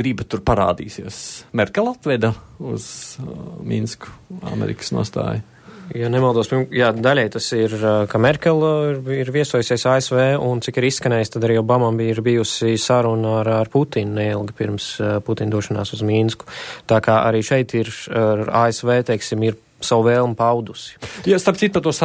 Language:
Latvian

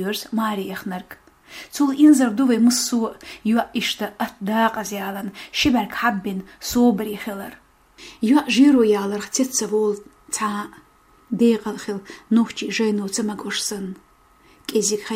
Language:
Chechen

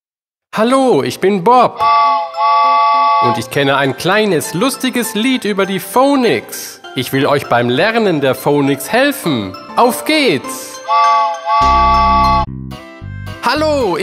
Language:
German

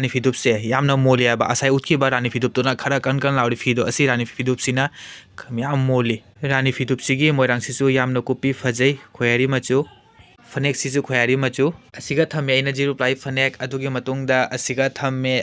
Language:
Manipuri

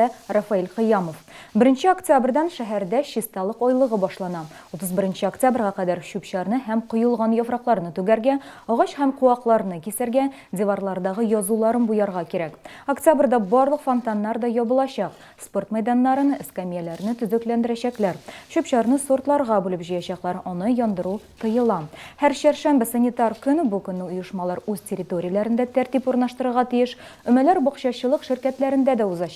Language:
Tatar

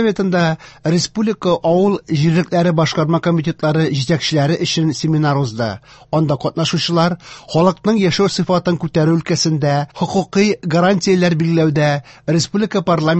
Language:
Tatar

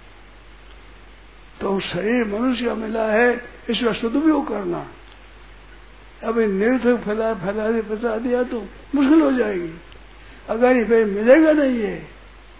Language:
Hindi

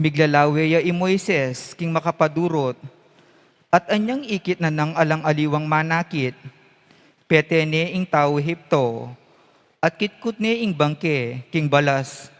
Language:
Pampanga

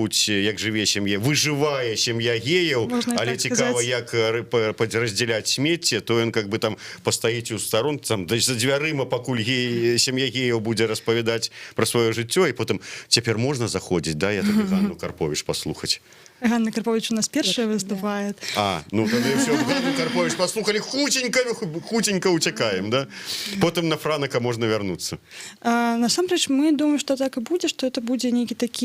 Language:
Belarusian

